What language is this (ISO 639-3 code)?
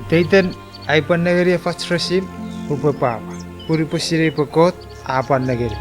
chk